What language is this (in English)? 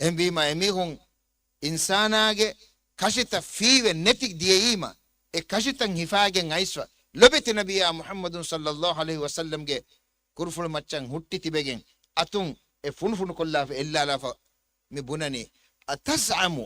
Divehi